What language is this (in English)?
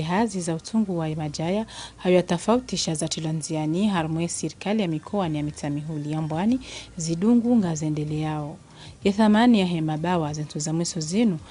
Ngazidja Comorian